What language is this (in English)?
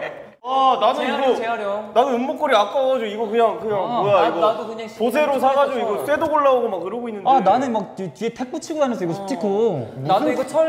Korean